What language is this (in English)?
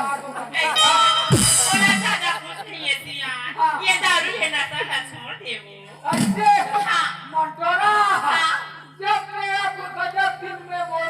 Chhattisgarhi